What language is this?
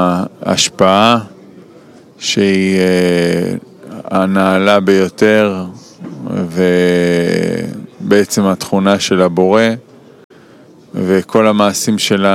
Hebrew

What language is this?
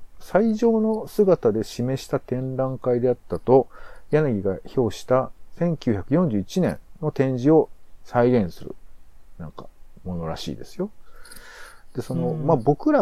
Japanese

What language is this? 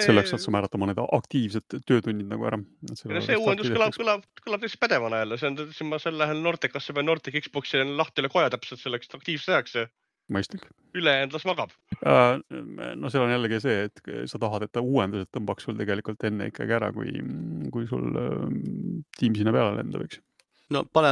Estonian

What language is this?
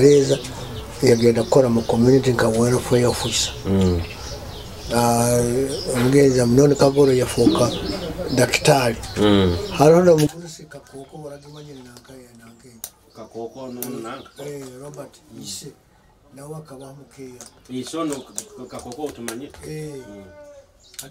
Nyoro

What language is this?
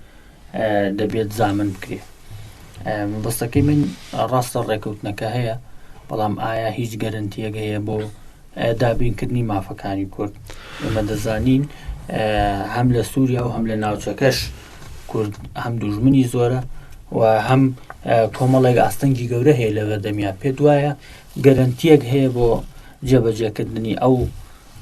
Central Kurdish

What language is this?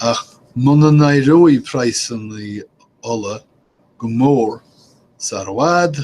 Irish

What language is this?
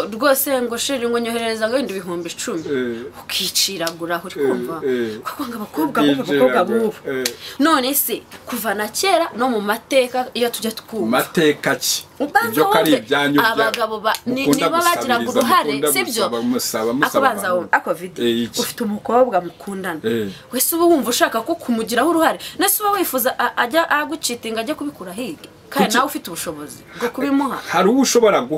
Kinyarwanda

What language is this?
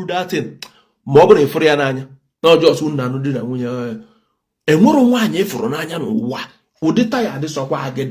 Igbo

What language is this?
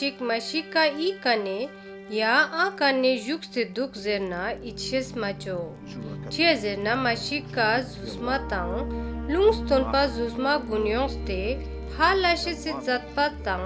Ladakhi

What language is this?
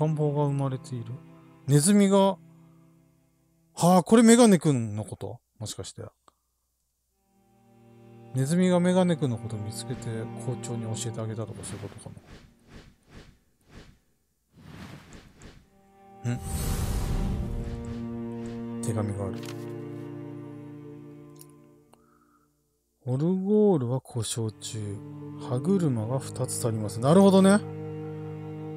Japanese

